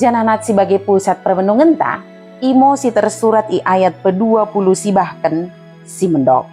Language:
Batak Dairi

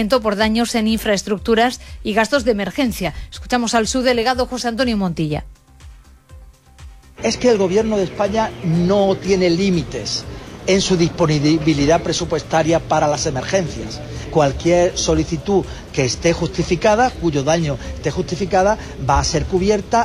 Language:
Spanish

